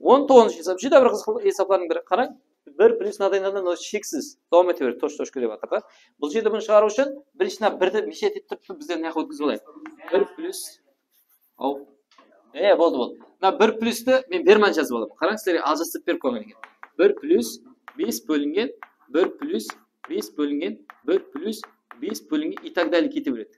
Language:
Kara-Kalpak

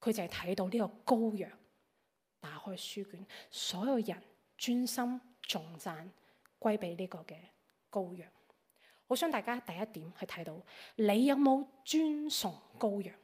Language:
Cantonese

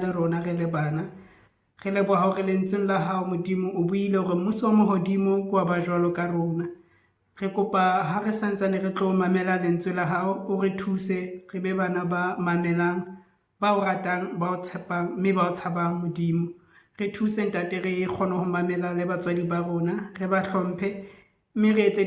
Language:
Southern Sotho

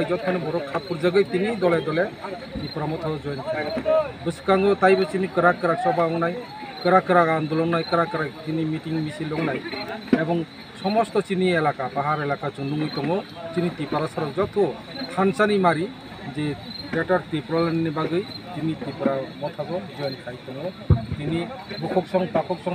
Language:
Kok Borok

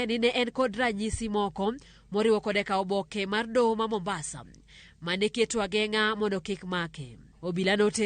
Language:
Luo (Kenya and Tanzania)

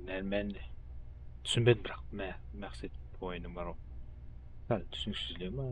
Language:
Kara-Kalpak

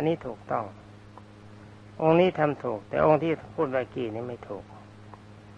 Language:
Thai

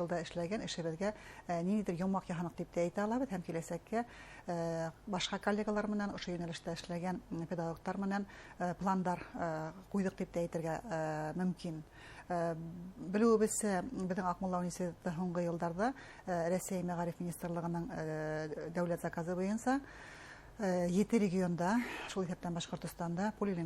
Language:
Bashkir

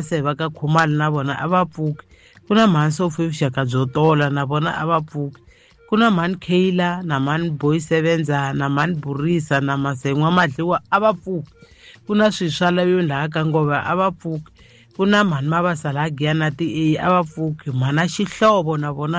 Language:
Tsonga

